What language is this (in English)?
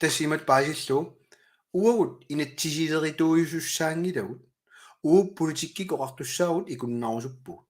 Kalaallisut